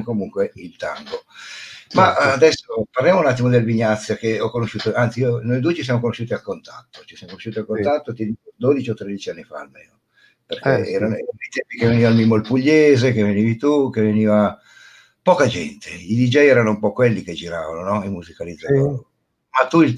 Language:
Italian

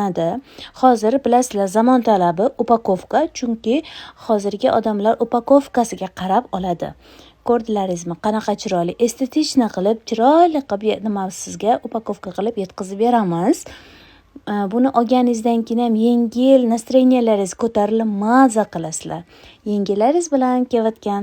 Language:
Uzbek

